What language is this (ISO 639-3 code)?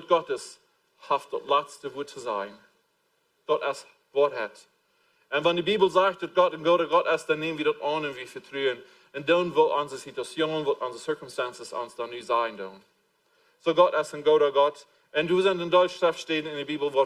pdt